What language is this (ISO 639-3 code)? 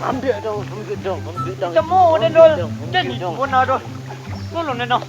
min